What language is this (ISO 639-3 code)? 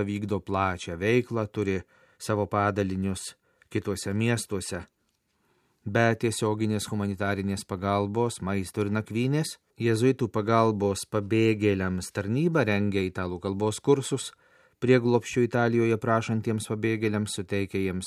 lit